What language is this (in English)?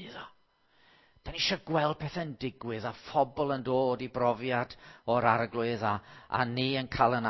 Welsh